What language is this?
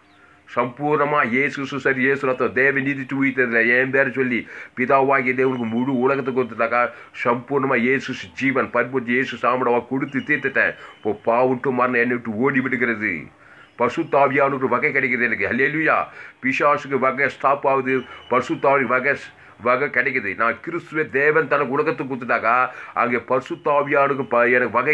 Tamil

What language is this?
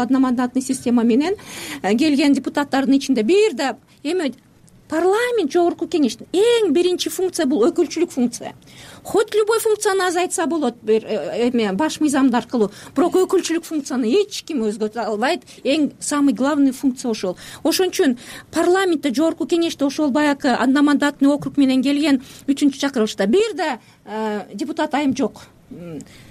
Kyrgyz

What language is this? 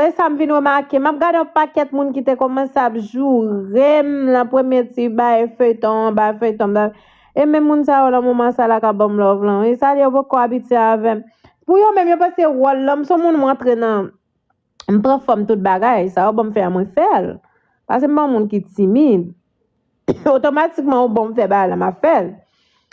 Haitian Creole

